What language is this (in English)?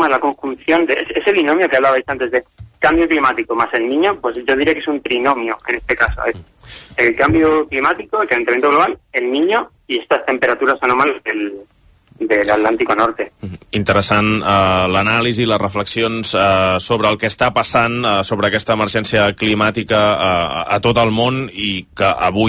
Catalan